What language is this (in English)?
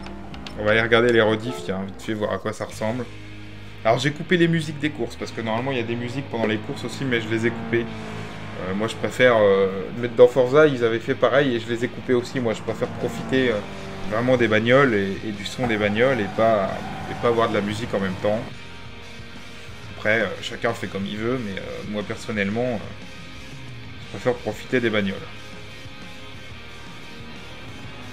French